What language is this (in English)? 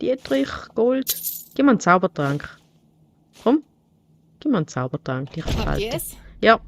Swiss German